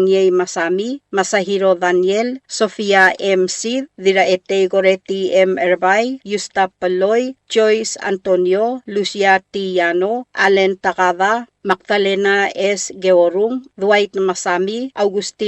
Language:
Palauan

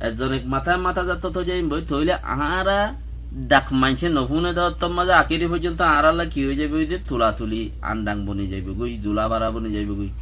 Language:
Rohingya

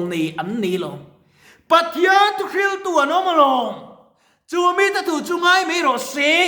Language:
Mizo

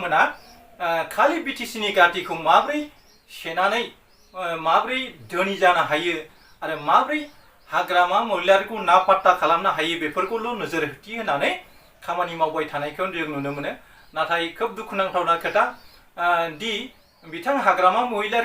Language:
Bodo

